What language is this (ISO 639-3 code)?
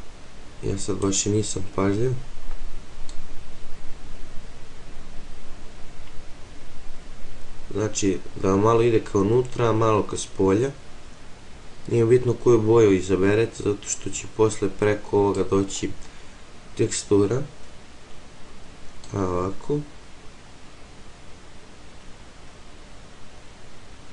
srp